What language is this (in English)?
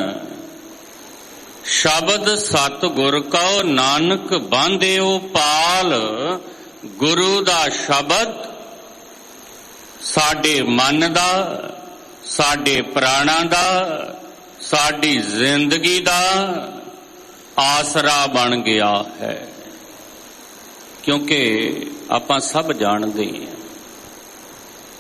Punjabi